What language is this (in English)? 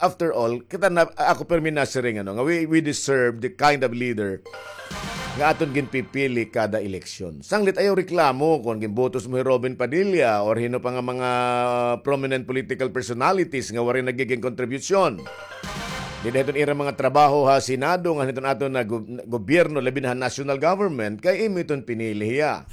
Waray